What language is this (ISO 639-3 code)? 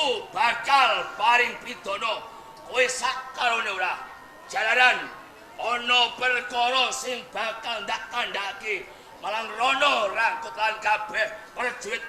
jav